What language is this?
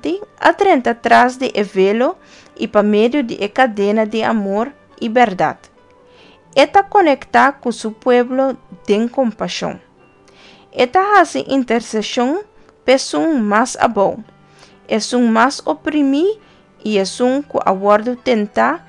Papiamento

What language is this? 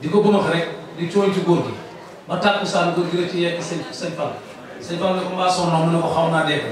Wolof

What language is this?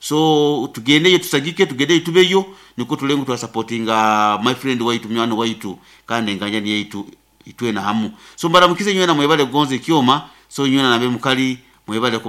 Nyoro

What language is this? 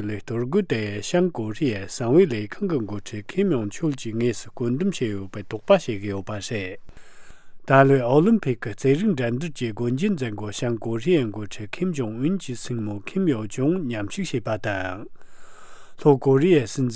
Tibetan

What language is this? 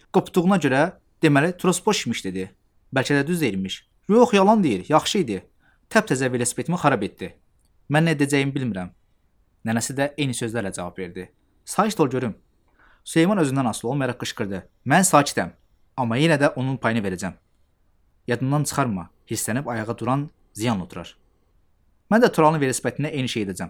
Azerbaijani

